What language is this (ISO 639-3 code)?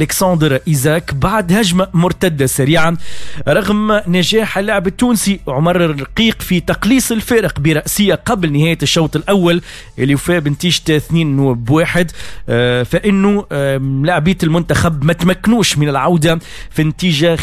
aeb